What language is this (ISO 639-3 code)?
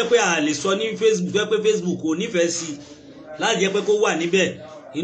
yor